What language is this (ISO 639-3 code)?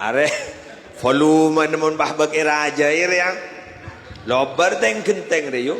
mad